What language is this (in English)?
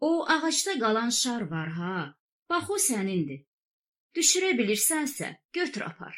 Azerbaijani